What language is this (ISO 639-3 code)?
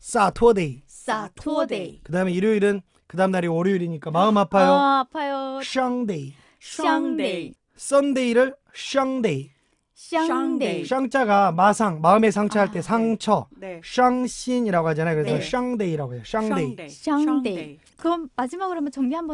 kor